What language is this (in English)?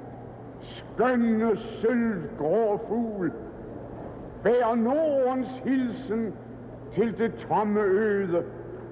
Danish